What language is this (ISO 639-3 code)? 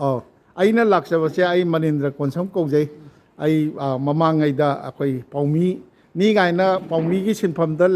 mni